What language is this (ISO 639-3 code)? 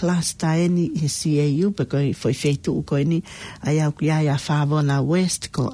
ton